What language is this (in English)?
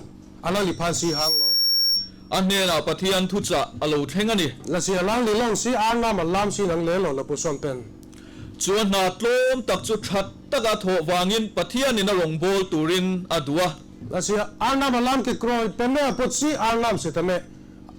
Karbi